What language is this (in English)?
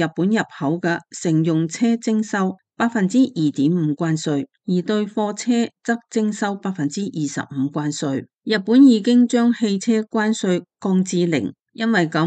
Cantonese